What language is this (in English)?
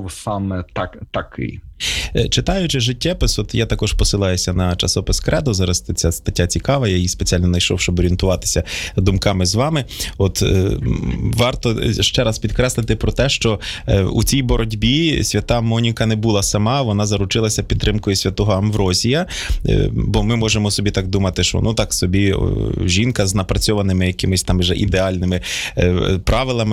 Ukrainian